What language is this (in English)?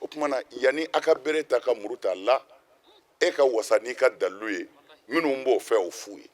Bambara